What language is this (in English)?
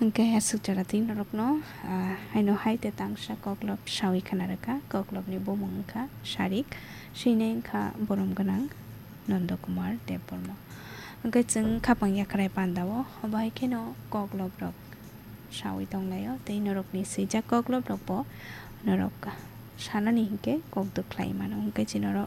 Kok Borok